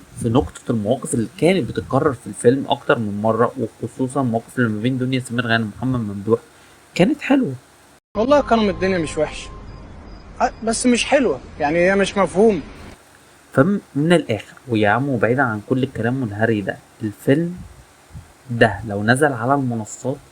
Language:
Egyptian Arabic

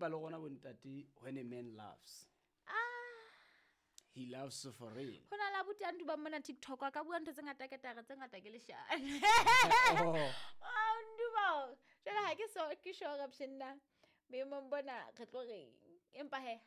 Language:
Southern Sotho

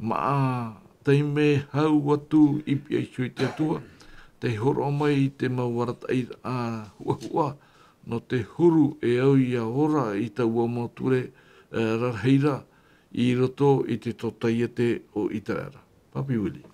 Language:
Tahitian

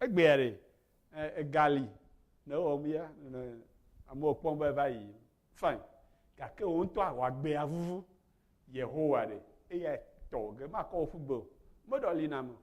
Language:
Ewe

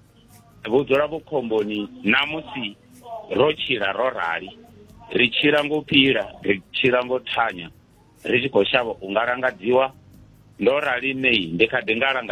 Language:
Venda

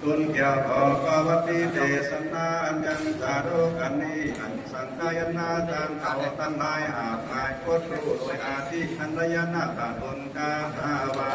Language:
Lü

